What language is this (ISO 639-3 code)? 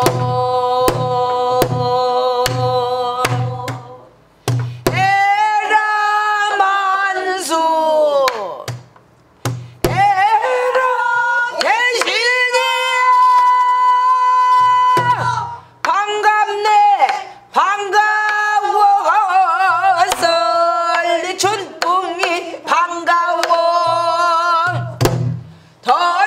kor